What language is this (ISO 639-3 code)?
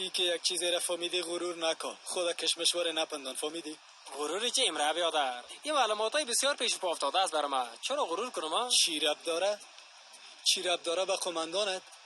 fas